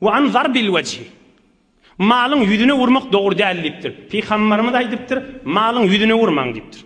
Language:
Turkmen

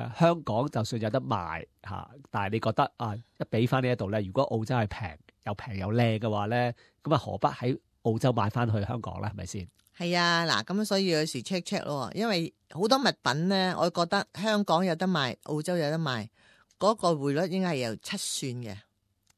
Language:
Cantonese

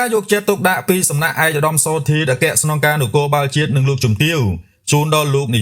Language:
Khmer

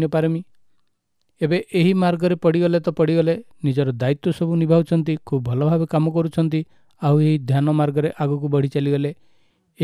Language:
Odia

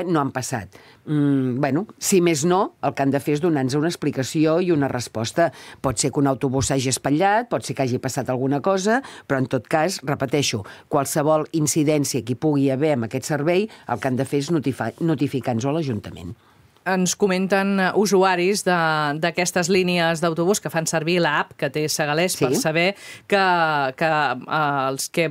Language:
Catalan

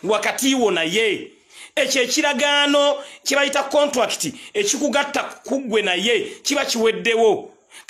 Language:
Ganda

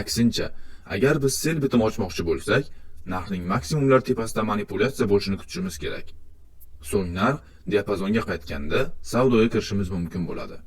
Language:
Uzbek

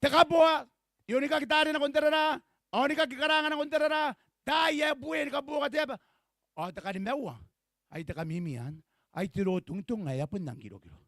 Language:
Gilbertese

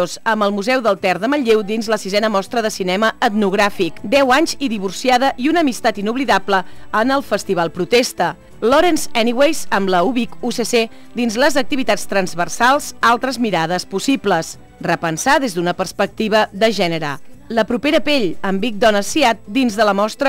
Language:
Catalan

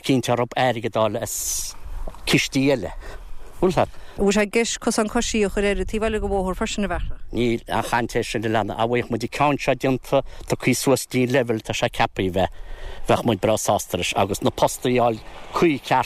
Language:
Irish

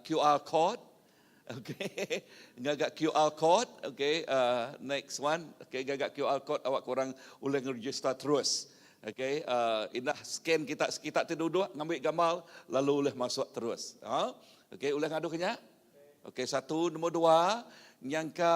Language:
Iban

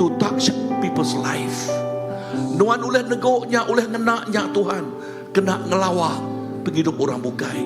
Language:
Iban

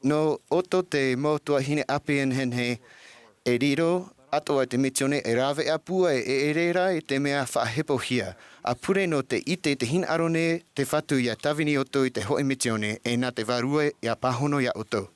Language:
Tahitian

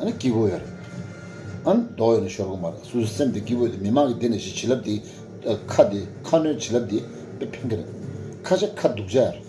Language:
Tibetan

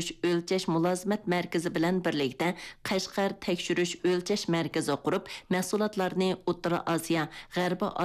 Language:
Uyghur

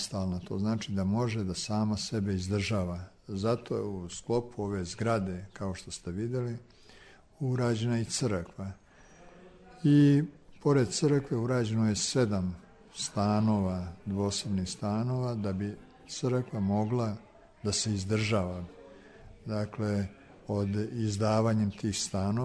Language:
Serbian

